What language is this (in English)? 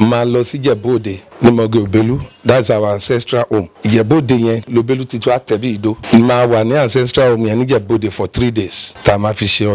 Yoruba